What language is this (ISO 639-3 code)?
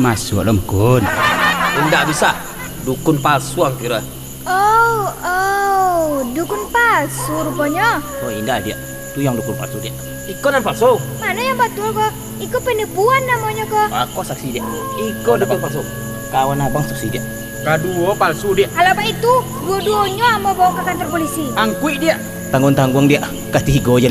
min